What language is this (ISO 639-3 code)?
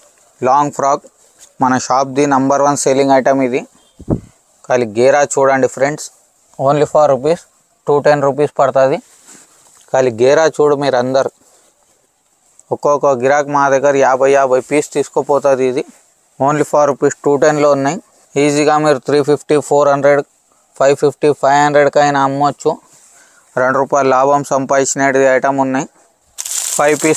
tel